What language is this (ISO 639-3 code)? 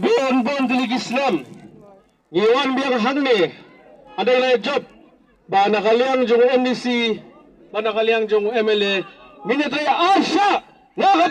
kha